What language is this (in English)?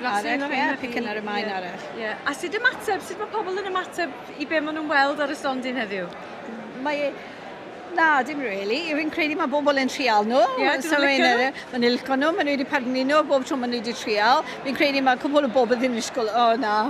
Welsh